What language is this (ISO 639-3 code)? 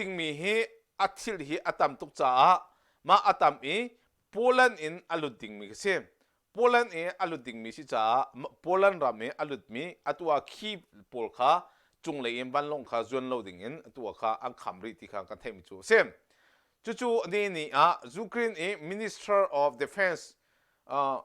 cnh